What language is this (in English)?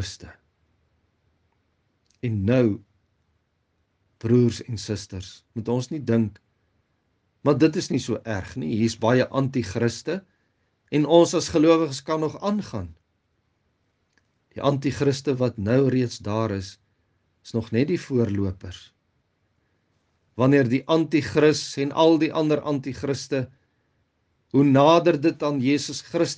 Afrikaans